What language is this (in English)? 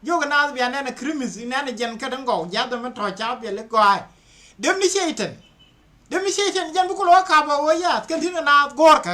Nuer